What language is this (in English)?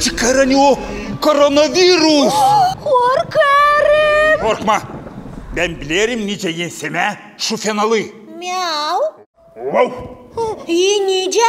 Gagauz